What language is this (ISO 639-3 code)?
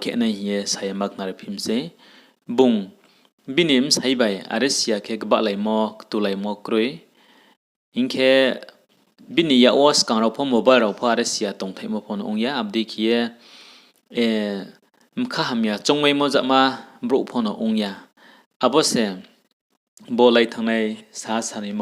ria